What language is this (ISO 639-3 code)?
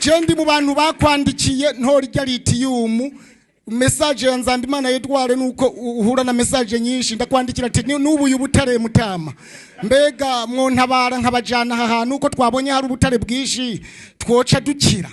run